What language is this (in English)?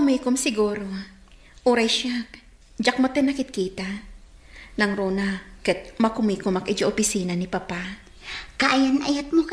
Iloko